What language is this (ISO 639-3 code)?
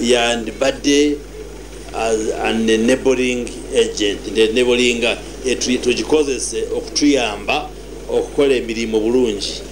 nyn